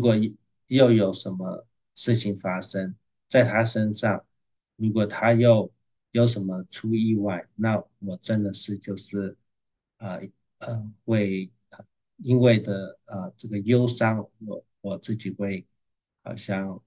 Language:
Chinese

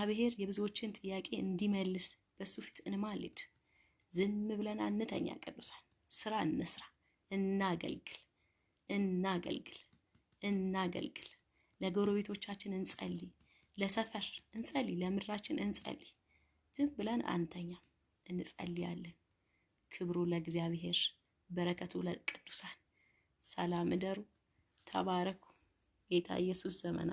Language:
Amharic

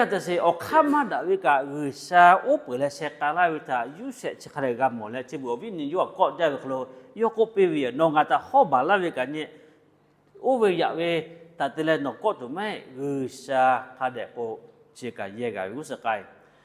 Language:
Lahu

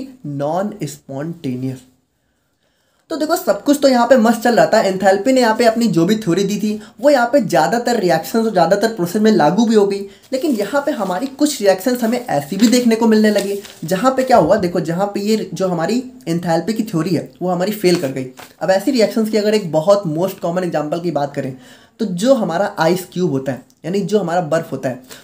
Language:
Hindi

